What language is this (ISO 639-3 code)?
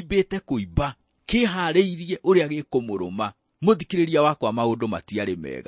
kik